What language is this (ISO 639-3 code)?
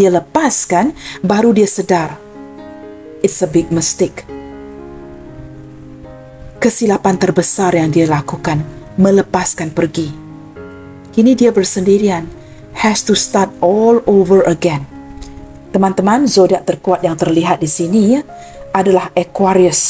msa